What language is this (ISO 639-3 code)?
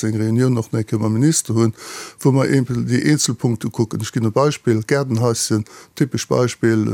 ltz